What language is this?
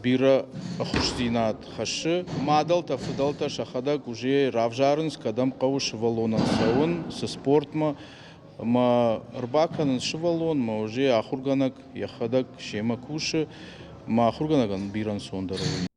Ossetic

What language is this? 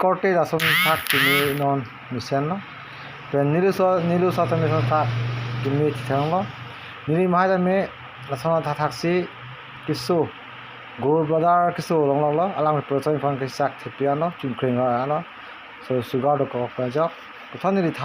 Karbi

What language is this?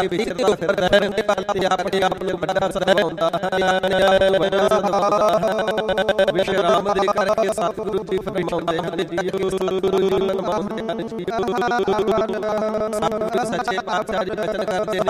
Punjabi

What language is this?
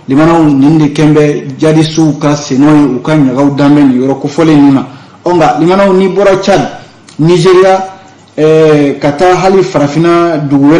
Bambara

